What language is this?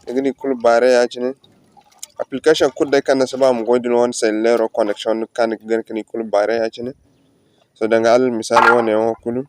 Zarma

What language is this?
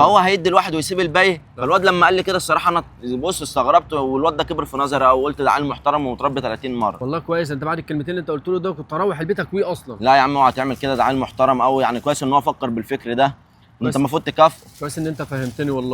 Egyptian Arabic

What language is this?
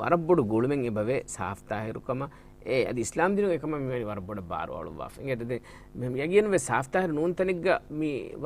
Divehi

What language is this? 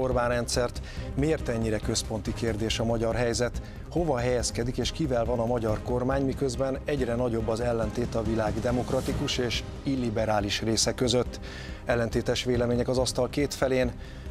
Hungarian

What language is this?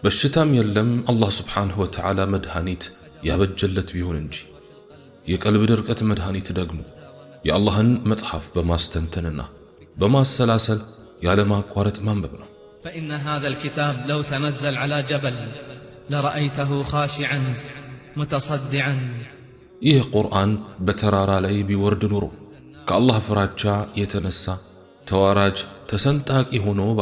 Amharic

